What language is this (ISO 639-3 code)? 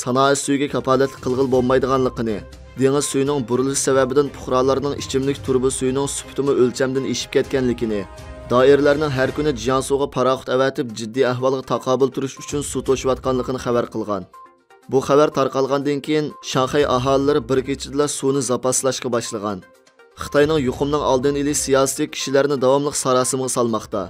uig